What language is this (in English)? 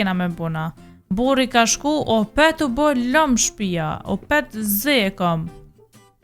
Albanian